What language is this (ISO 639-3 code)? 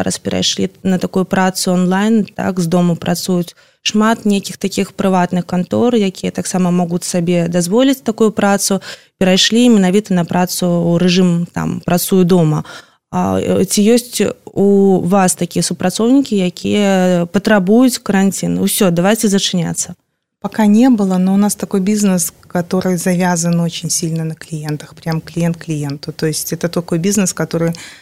bel